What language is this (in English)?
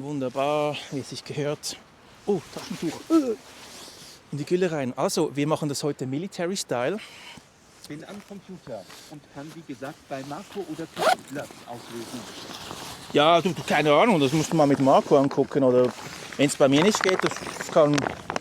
Swiss German